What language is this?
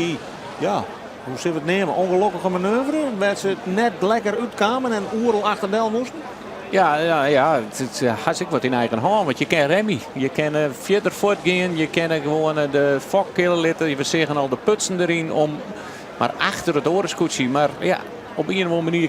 Western Frisian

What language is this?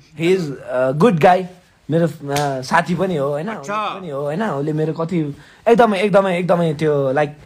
Nepali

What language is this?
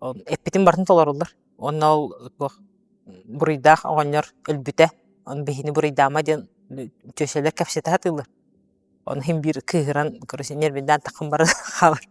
Yakut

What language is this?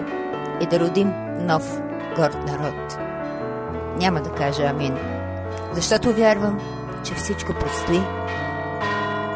Bulgarian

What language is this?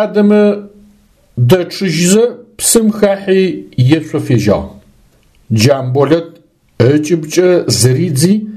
Adyghe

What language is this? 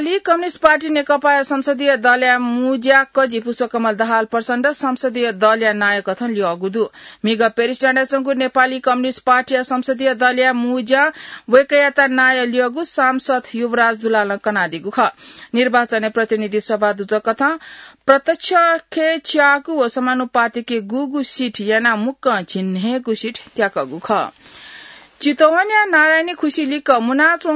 Newari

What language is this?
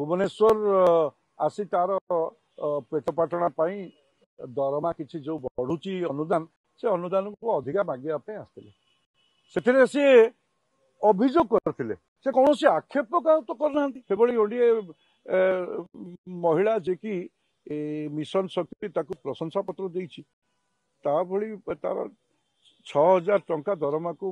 Odia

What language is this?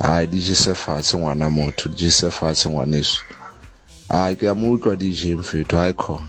Southern Sotho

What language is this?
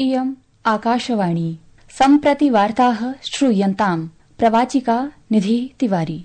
Sanskrit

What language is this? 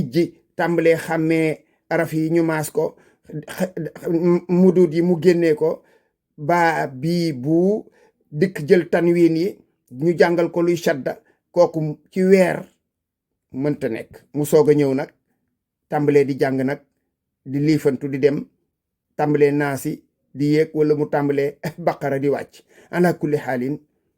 Wolof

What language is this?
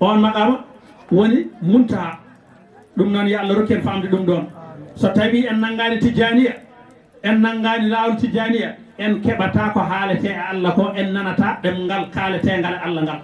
Fula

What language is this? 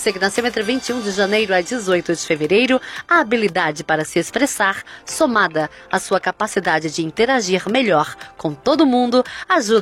Portuguese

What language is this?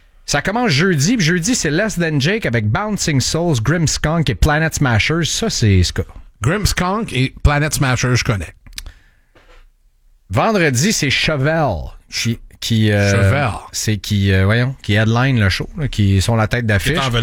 French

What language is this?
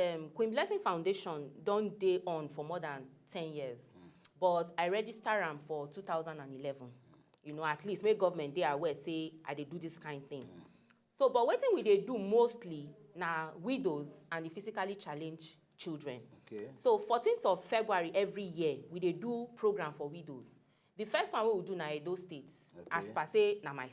Nigerian Pidgin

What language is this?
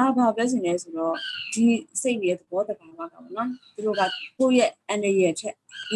Burmese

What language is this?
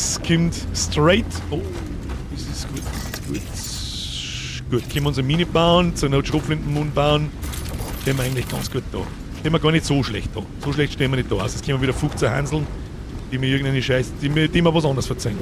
Bavarian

